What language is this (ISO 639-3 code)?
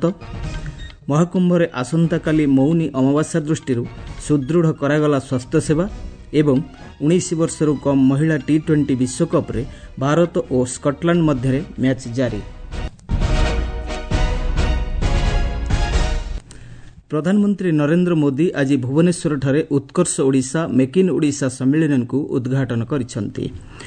ori